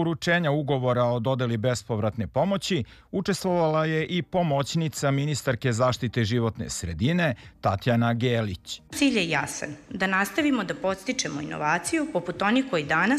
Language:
Serbian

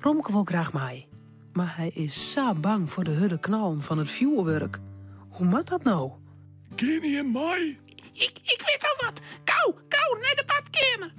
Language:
Western Frisian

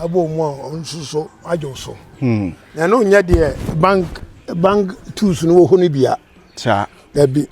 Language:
Akan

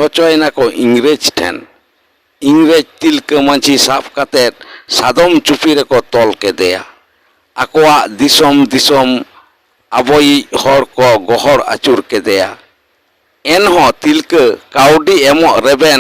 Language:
Santali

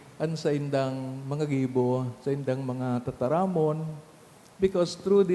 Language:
Bikol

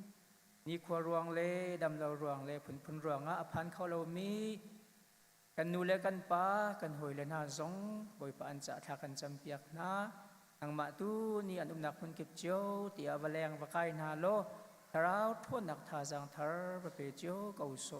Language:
Hakha Chin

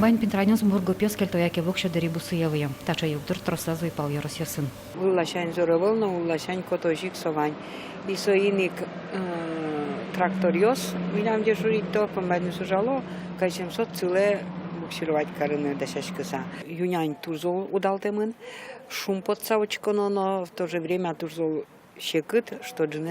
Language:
Udmurt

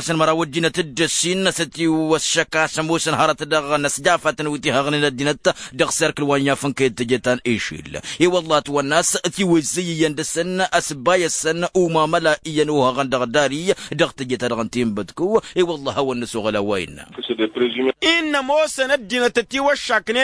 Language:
Tamasheq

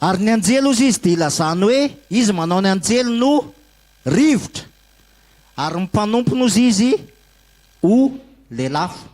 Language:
Malagasy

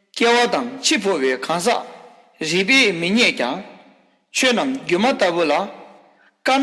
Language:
Tibetan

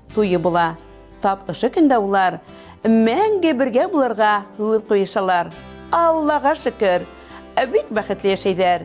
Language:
Bashkir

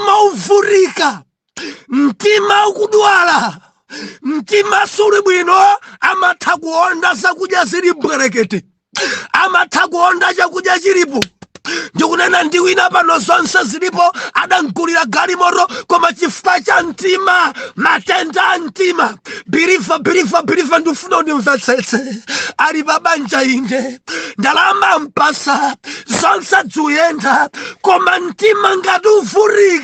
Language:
Nyanja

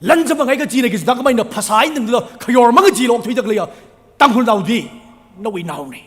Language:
Tangkhul Naga (India)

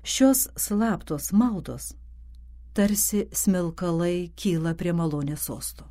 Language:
Lithuanian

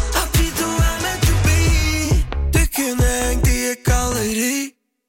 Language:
Norwegian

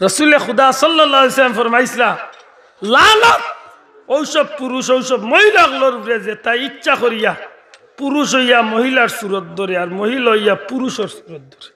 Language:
Sylheti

